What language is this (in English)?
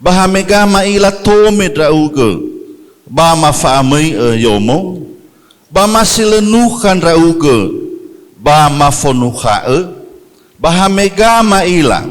Nias